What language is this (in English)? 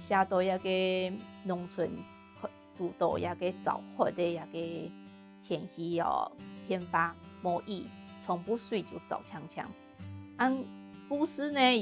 Hakka Chinese